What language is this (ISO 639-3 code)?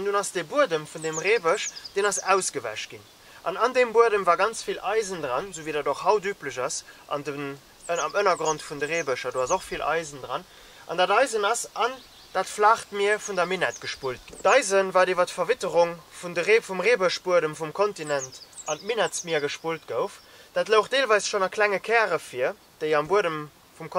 ltz